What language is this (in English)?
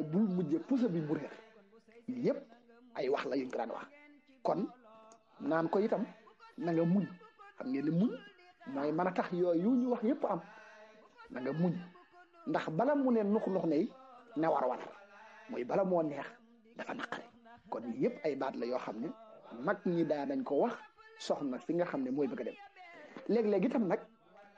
Wolof